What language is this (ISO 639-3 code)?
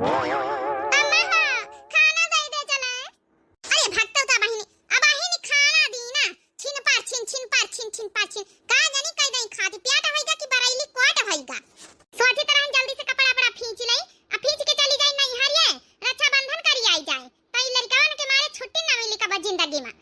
awa